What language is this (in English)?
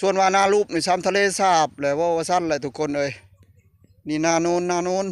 Northeastern Thai